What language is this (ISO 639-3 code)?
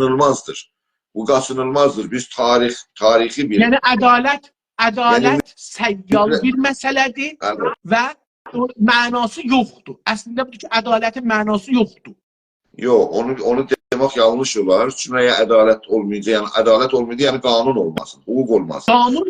azb